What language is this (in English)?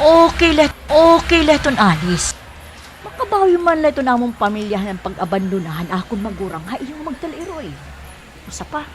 Waray